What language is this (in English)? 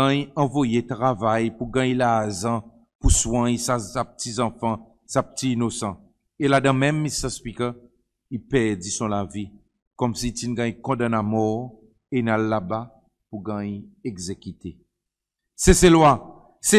Seselwa Creole French